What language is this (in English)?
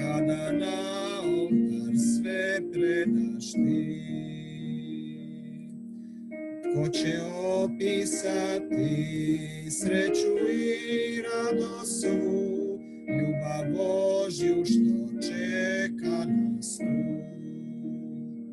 Croatian